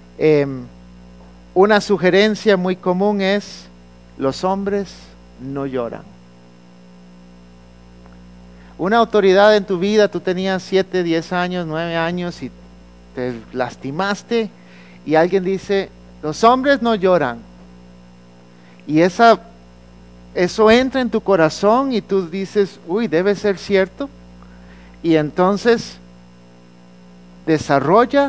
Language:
Spanish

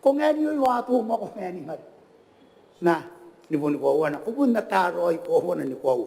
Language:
Gilbertese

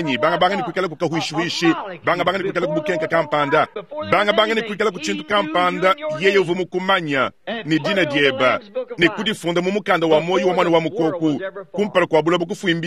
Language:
Luba-Lulua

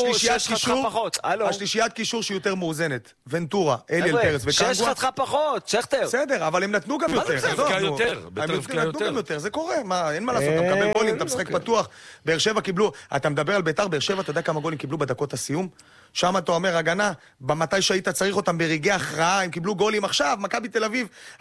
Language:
Hebrew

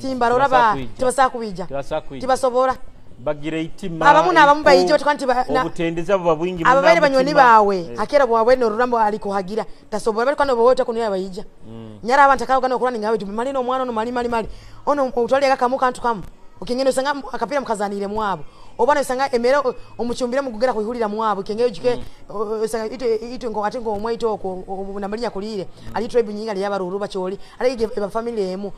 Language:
Nyoro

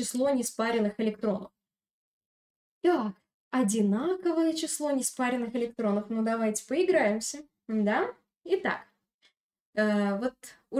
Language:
Russian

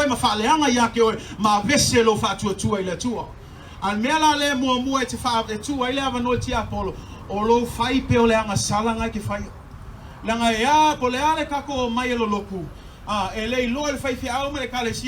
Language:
Samoan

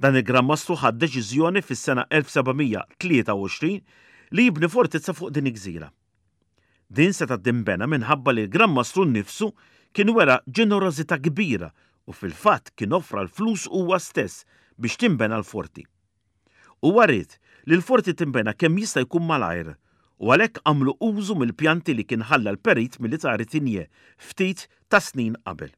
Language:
Maltese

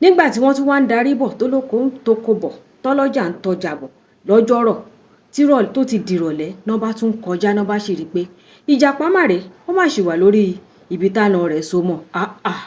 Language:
Yoruba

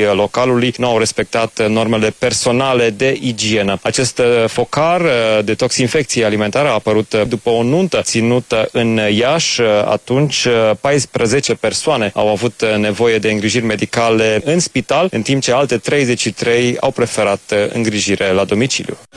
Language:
Romanian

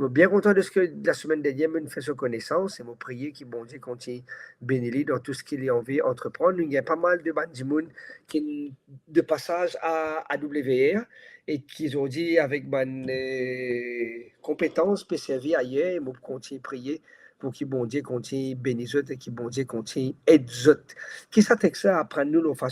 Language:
Morisyen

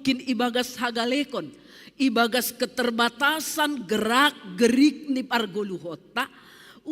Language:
Batak Simalungun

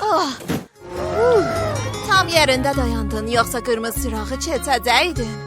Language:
South Azerbaijani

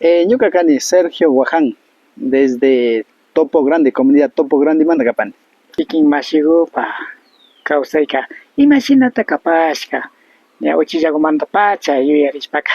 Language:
Imbabura Highland Quichua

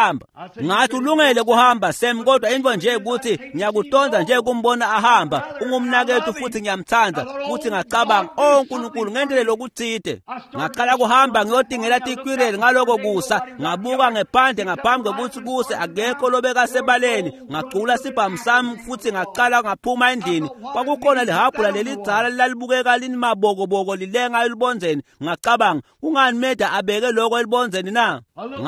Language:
Swati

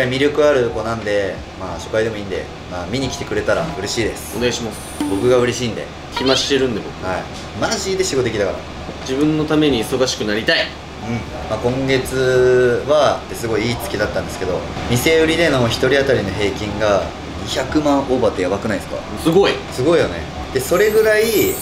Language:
Japanese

